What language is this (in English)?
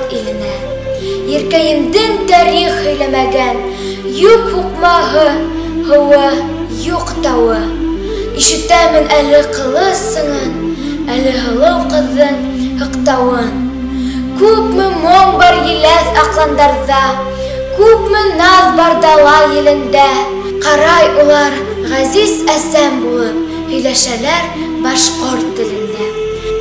Bashkir